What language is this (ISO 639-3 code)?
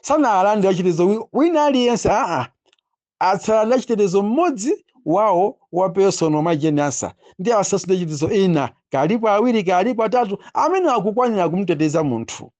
nya